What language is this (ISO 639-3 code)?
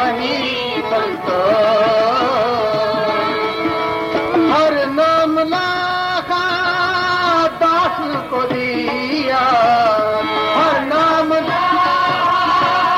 hin